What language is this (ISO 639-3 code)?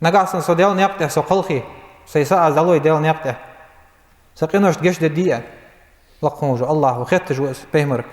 inh